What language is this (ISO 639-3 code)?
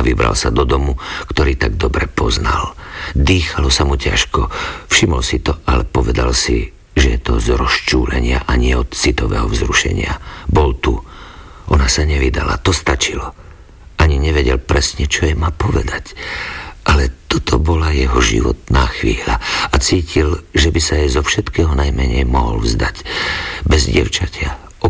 slk